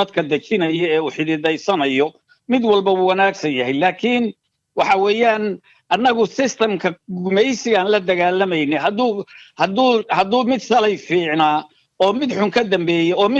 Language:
Somali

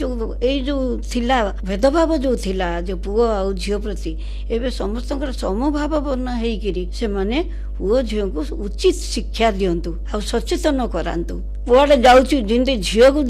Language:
Odia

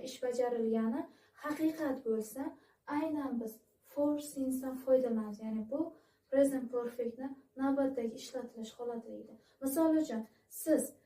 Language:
Uzbek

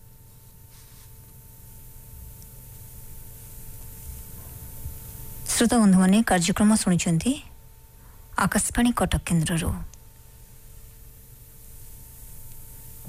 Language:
Odia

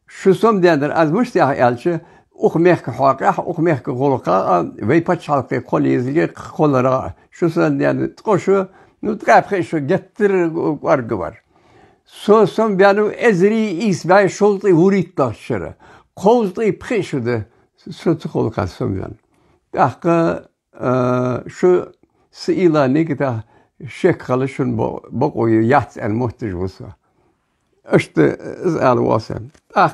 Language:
Ingush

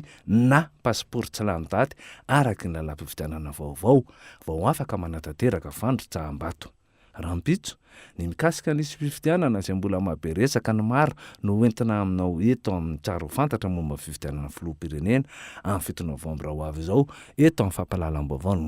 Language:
Malagasy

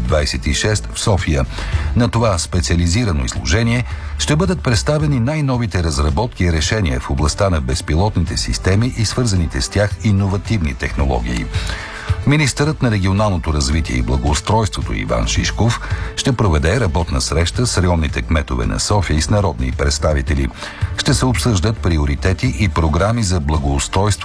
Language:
Bulgarian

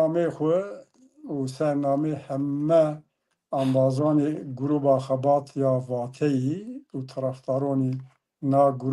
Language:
Zaza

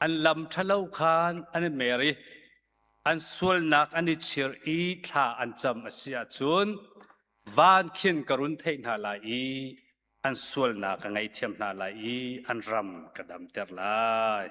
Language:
Hakha Chin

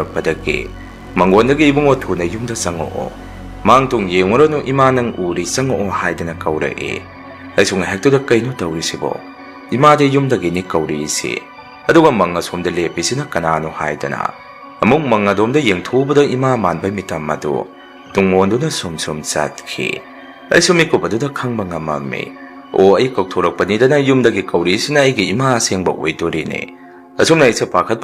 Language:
Manipuri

